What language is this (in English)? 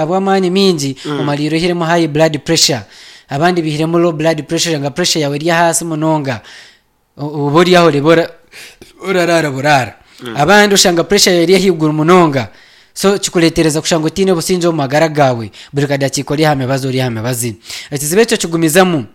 Nyankole